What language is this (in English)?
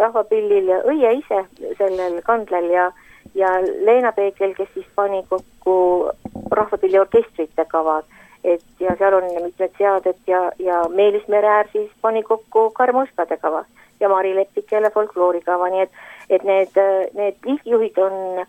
Estonian